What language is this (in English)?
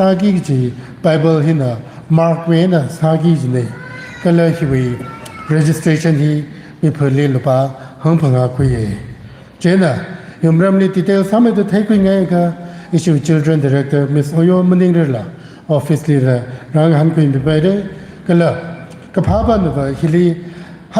Tangkhul Naga (India)